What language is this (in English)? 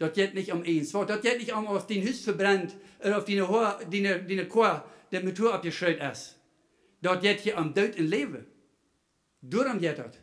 Plautdietsch